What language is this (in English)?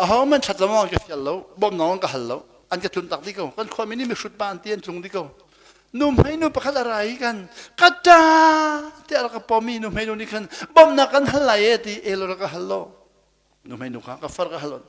Hakha Chin